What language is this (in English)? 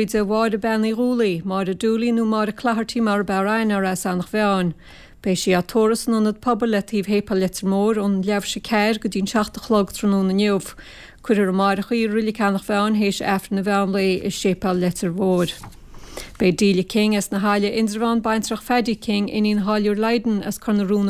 Irish